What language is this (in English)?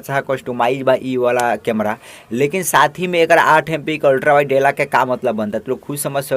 Bhojpuri